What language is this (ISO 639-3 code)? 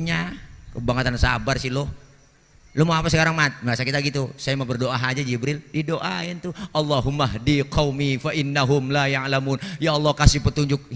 bew